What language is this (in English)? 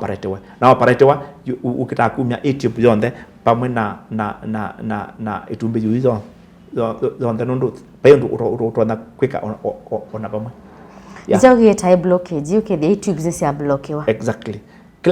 Kamba